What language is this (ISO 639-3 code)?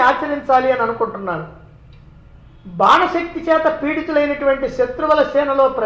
tel